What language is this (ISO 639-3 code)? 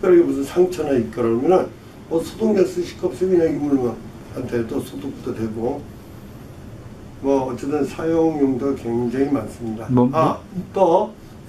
kor